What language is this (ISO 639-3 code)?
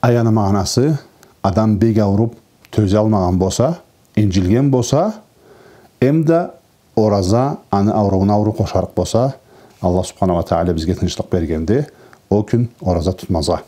krc